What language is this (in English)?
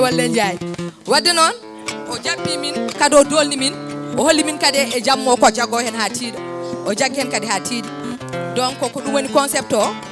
Fula